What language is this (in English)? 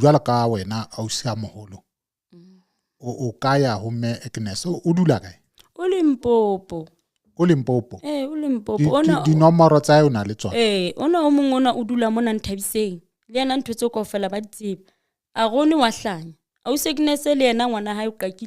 Southern Sotho